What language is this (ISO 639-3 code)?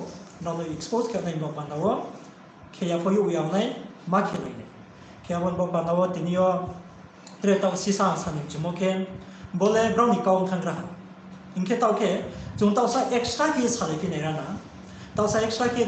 ria